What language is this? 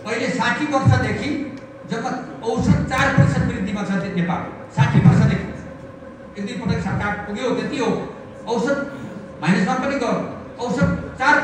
Nepali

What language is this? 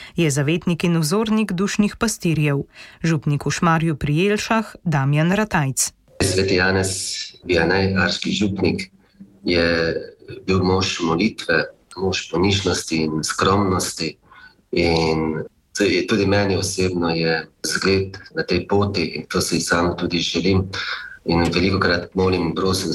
Slovenian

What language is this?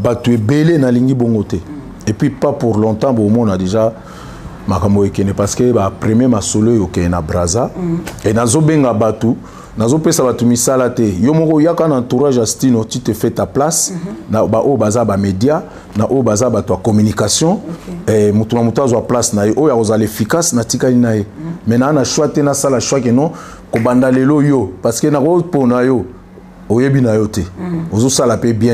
Lingala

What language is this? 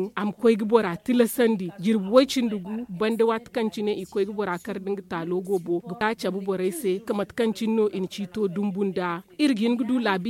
Zarma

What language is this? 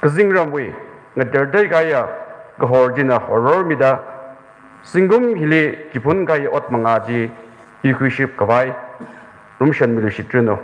Tangkhul Naga (India)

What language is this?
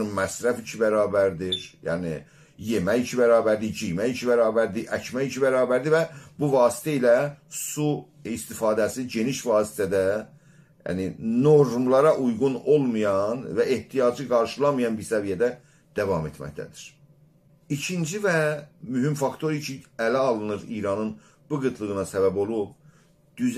South Azerbaijani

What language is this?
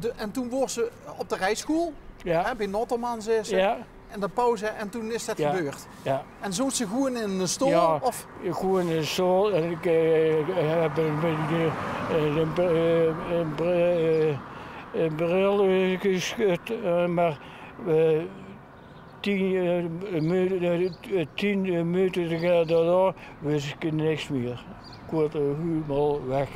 Limburgish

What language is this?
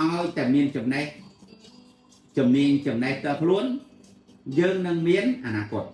Khmer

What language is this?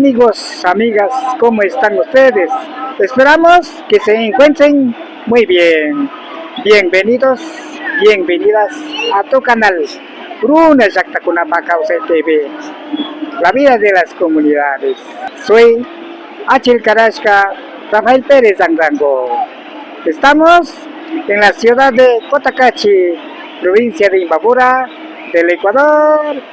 Imbabura Highland Quichua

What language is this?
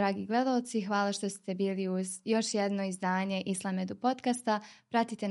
Bosnian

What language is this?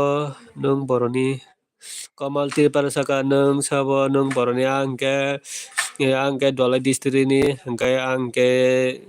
Kok Borok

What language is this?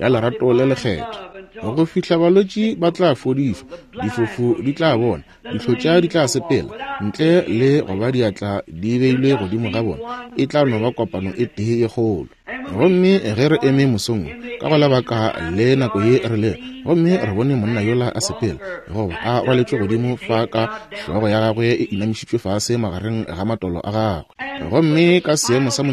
Northern Sotho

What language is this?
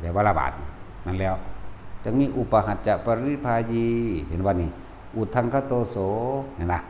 Northeastern Thai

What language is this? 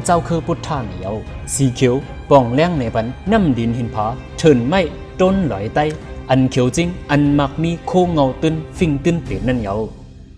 Shan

